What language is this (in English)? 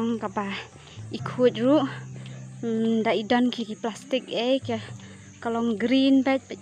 Khasi